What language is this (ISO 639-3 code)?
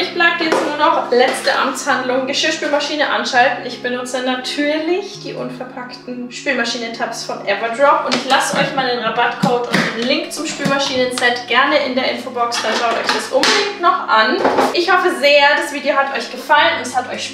deu